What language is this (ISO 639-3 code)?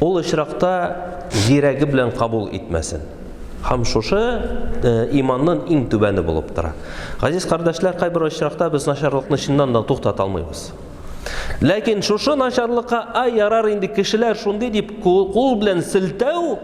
tat